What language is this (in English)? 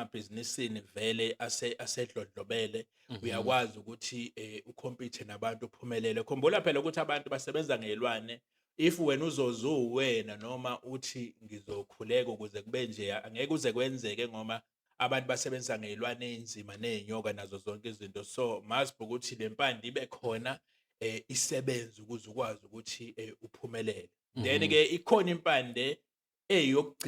Zulu